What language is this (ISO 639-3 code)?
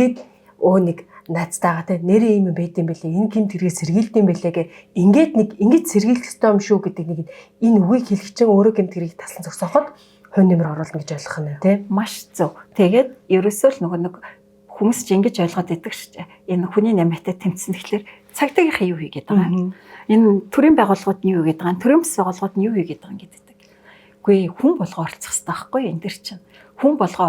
mon